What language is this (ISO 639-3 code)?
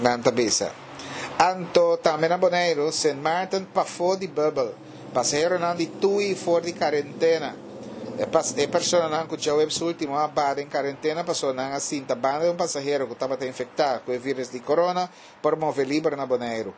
pap